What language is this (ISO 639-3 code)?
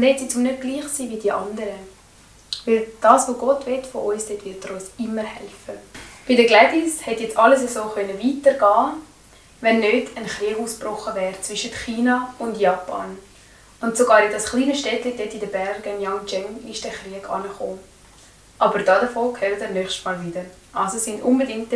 gsw